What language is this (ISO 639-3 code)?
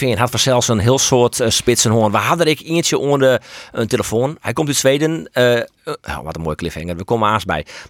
fry